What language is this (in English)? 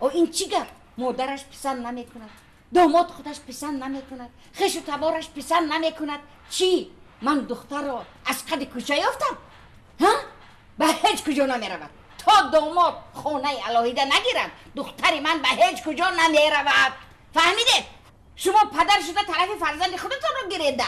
Tajik